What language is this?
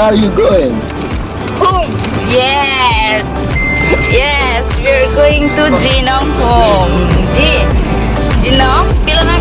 Karbi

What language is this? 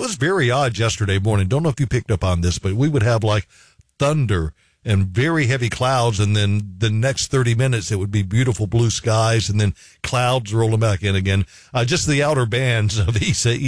English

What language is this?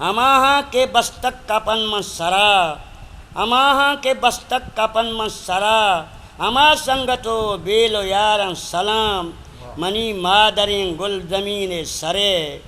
Eastern Balochi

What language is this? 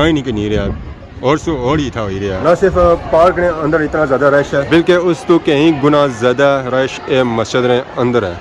Pahari-Potwari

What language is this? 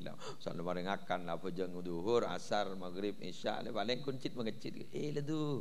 Madurese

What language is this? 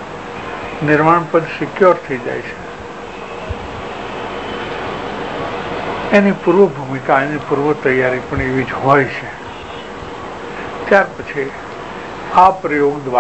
Gujarati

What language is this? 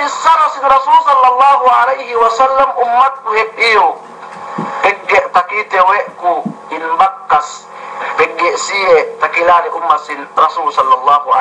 Yakan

